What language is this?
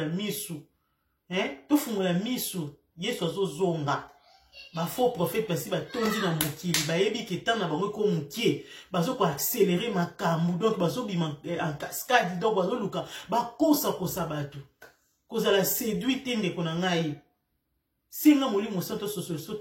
Lingala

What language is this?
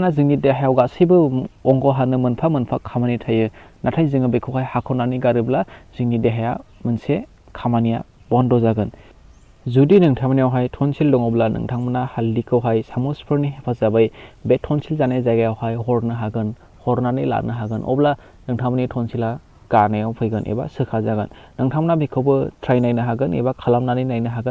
Bodo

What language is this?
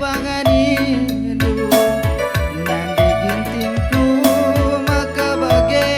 Batak Karo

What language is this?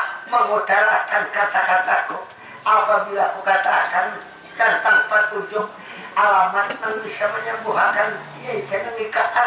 Banjar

